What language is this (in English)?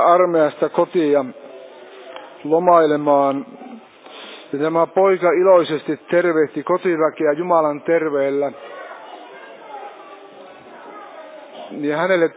Finnish